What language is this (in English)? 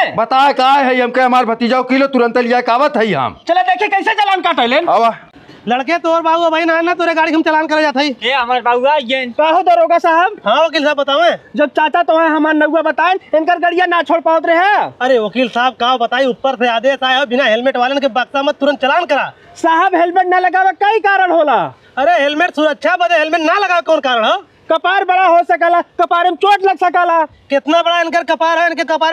Bhojpuri